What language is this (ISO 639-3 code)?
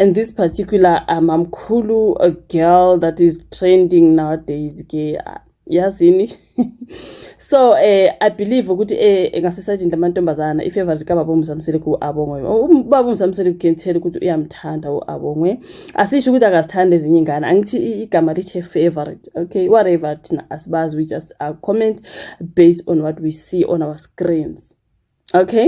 zul